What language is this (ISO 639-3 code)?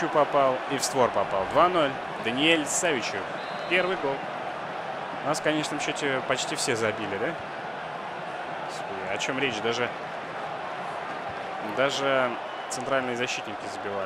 rus